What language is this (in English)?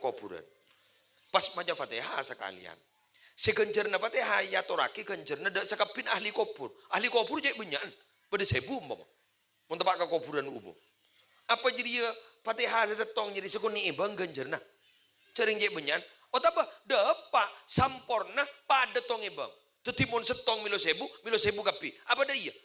Madurese